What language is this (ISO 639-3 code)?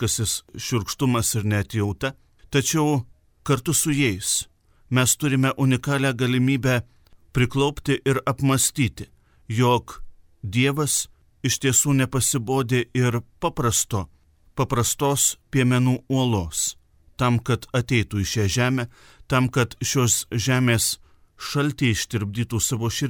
lit